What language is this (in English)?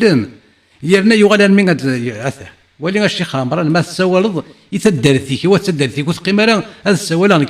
Kabyle